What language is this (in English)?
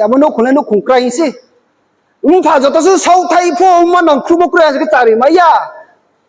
Riang (India)